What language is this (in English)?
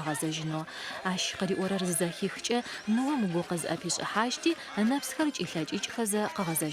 Adyghe